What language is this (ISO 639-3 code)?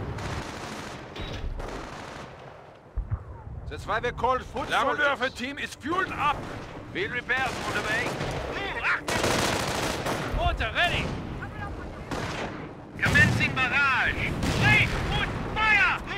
eng